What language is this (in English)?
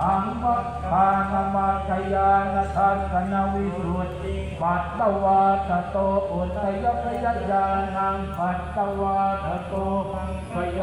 Pali